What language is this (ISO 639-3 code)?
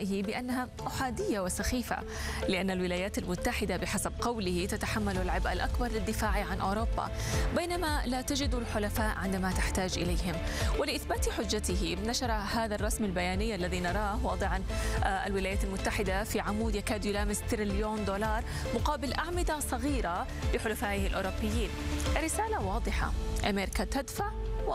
ara